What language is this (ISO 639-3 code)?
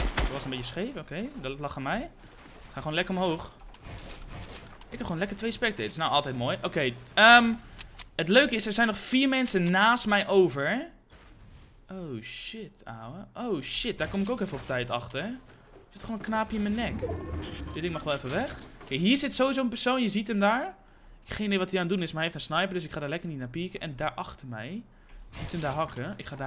nld